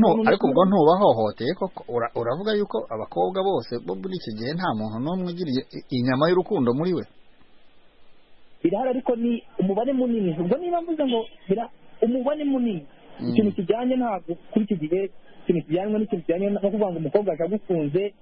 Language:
Kinyarwanda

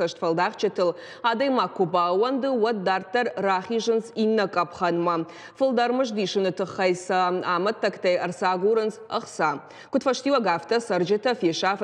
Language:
Ossetic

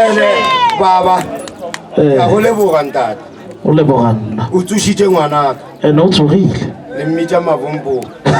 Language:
Northern Sotho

